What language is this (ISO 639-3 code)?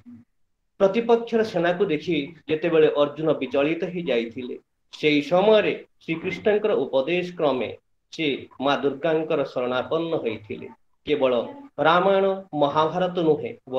ori